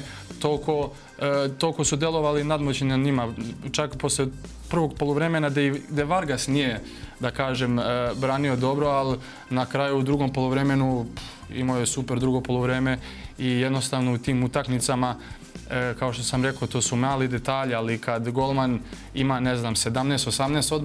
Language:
Serbian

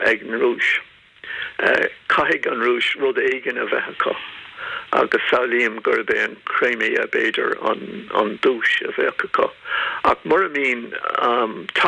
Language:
Irish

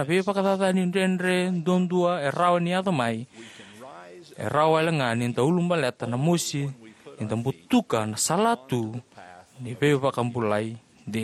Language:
Fijian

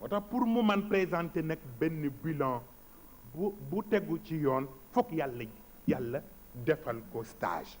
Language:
Wolof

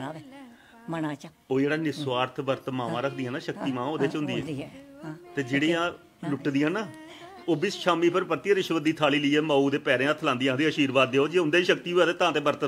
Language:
Dogri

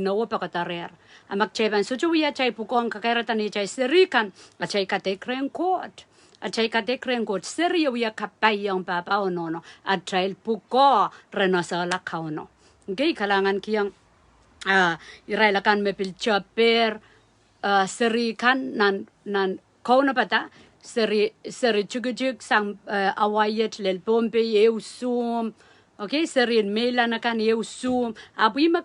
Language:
Pohnpeian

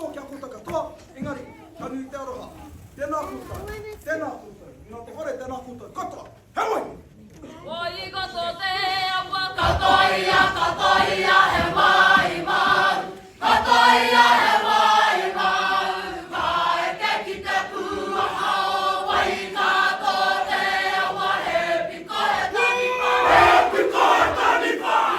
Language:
Māori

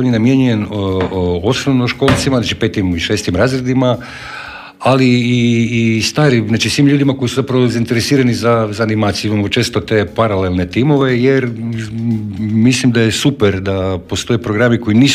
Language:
Croatian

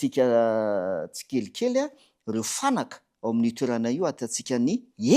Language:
Malagasy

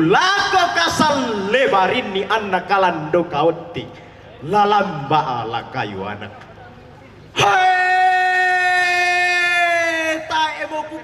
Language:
Toraja-Sa'dan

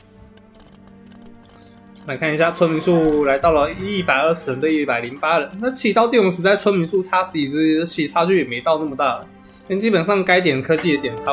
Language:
Chinese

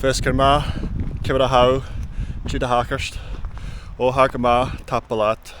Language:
Scottish Gaelic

